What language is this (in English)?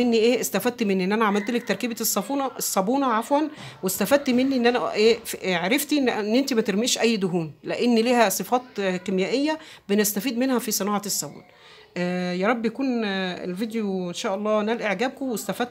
Egyptian Arabic